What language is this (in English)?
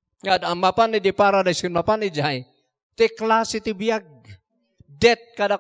Iloko